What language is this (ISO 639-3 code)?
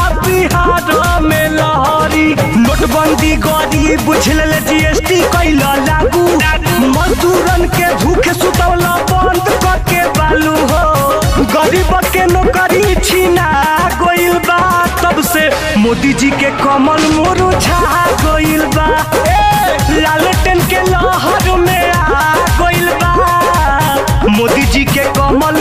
bho